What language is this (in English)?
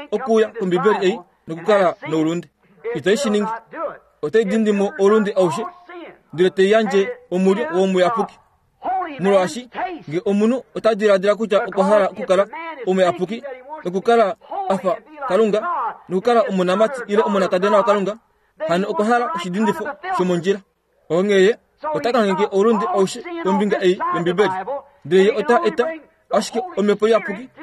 Kuanyama